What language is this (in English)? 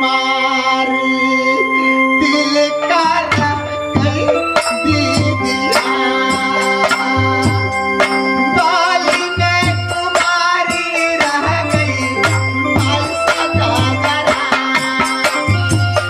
Bhojpuri